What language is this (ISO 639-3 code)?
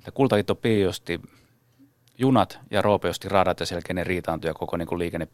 fin